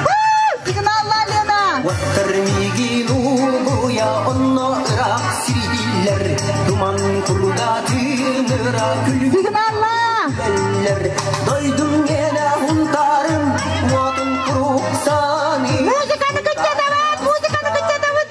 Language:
Yakut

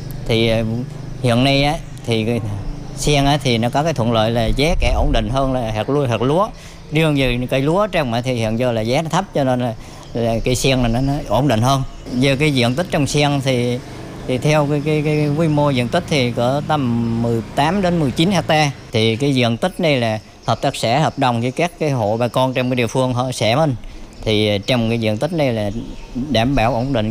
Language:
Vietnamese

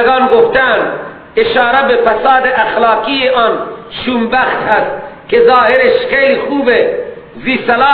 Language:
Persian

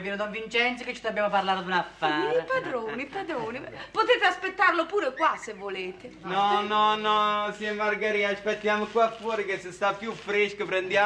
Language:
Neapolitan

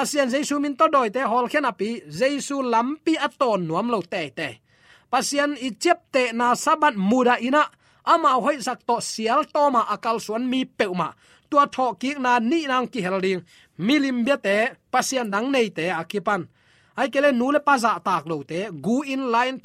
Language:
Tedim Chin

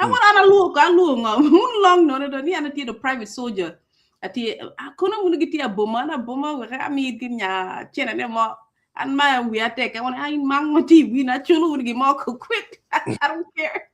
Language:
Acoli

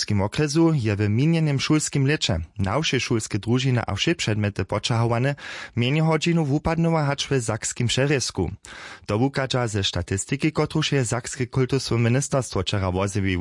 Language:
Upper Sorbian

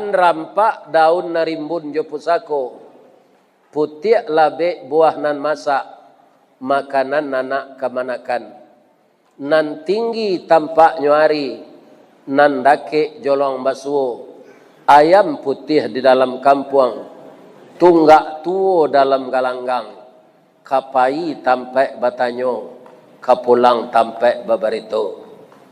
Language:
Minangkabau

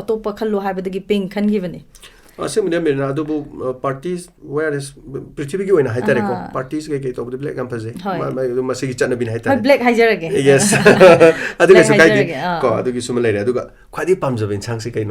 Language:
Manipuri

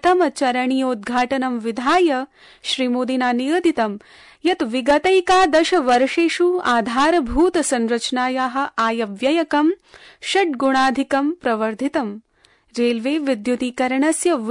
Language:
Sanskrit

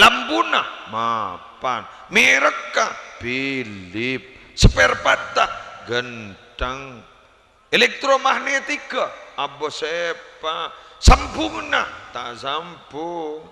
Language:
Madurese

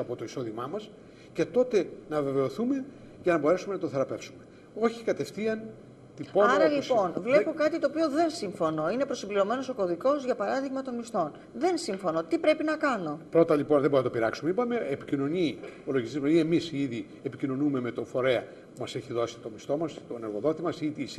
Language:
Greek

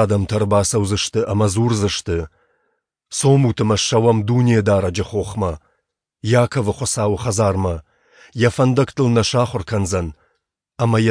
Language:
Ossetic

